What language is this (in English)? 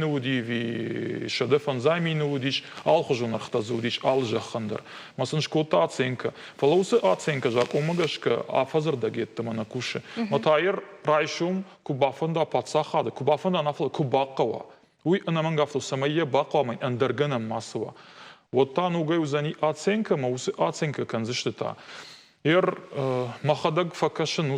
Ossetic